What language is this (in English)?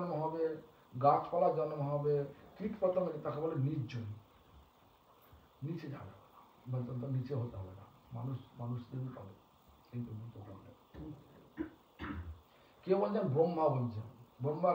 Bangla